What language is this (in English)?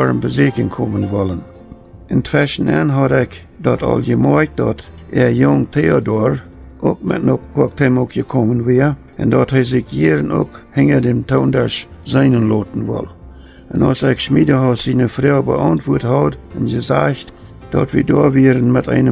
Plautdietsch